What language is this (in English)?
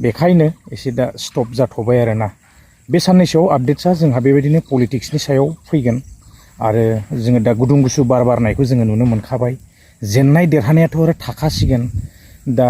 Bodo